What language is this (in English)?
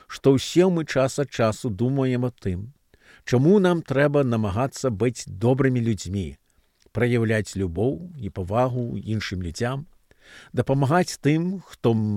Belarusian